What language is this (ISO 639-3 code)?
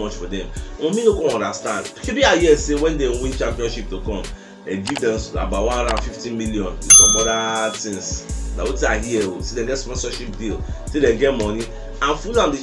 pcm